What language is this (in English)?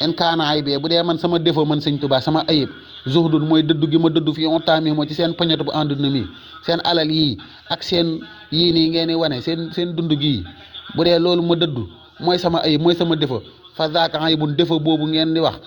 Wolof